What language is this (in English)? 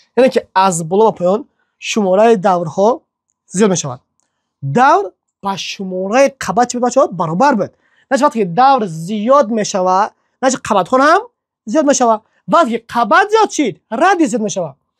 Tajik